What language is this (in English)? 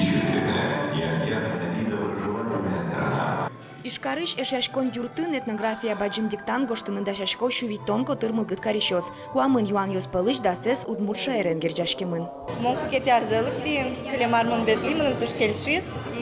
Udmurt